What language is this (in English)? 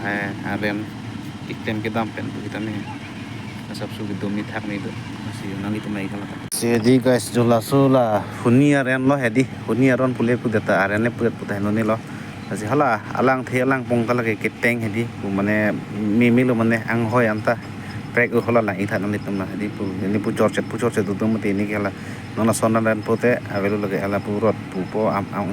Karbi